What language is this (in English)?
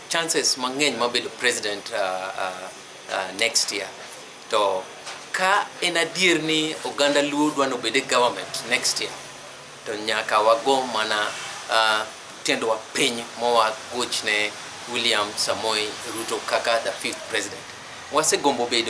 Luo (Kenya and Tanzania)